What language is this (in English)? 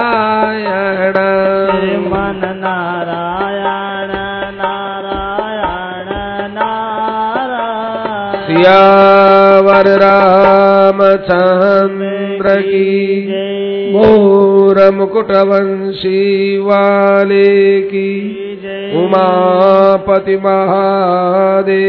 Hindi